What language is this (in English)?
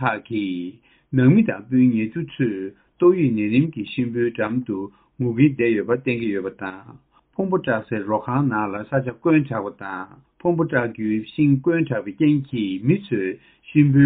Tibetan